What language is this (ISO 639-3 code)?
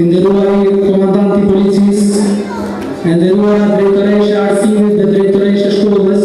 sqi